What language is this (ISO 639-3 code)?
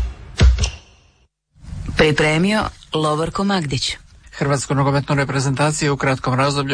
hrv